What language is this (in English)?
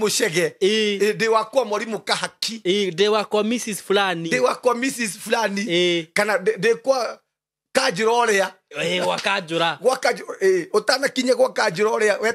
Kikuyu